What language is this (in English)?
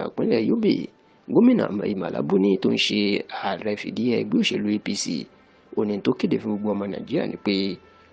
Yoruba